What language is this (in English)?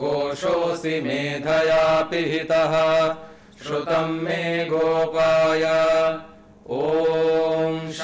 Sanskrit